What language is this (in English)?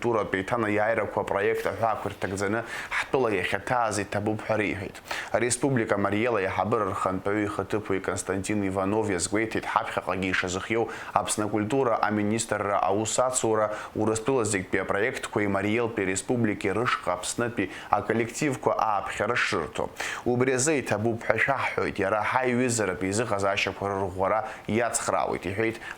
Abkhazian